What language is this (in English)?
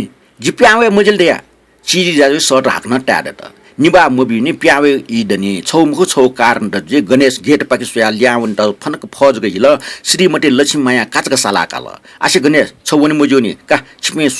Newari